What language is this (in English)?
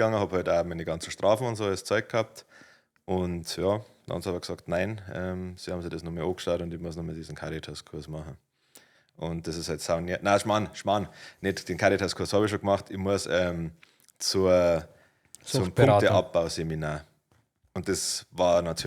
Bavarian